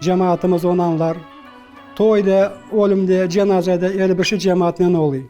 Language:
Crimean Tatar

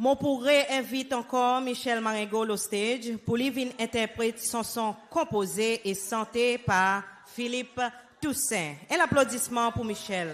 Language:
Seselwa Creole French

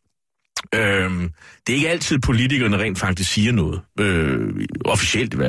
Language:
Danish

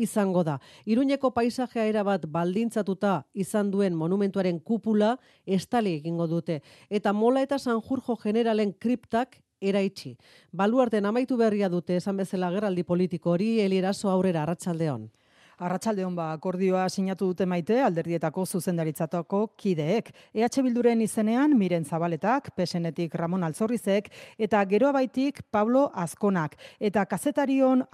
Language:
Basque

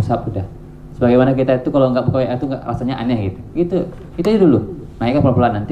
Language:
Indonesian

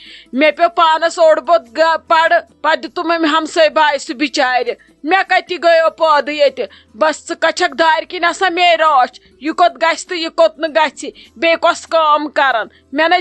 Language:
Kashmiri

